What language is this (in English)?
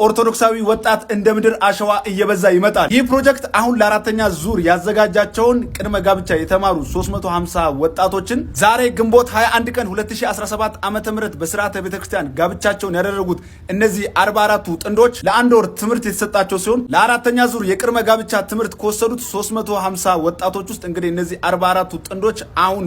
Amharic